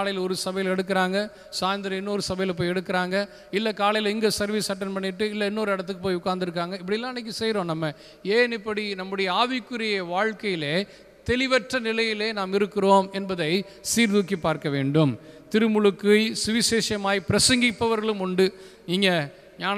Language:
Tamil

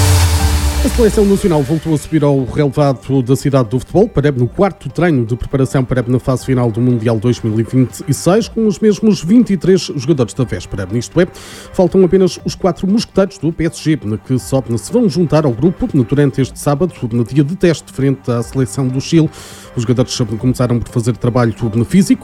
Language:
Portuguese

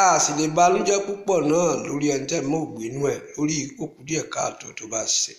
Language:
Yoruba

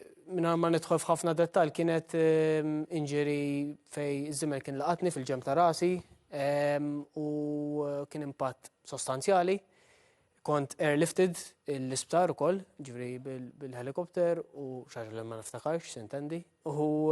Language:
Maltese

